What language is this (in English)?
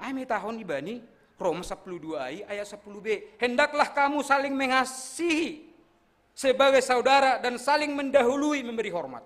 Batak Simalungun